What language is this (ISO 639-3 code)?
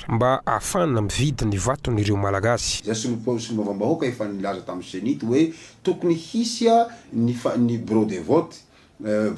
mlg